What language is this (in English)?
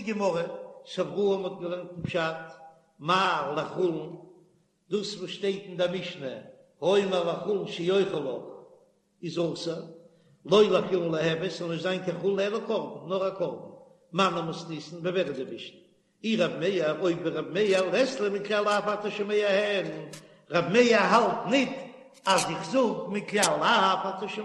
Yiddish